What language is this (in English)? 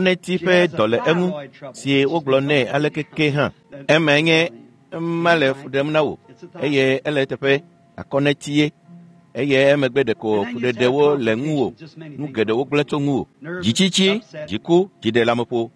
Ewe